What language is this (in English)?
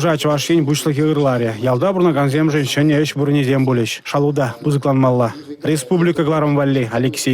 Chuvash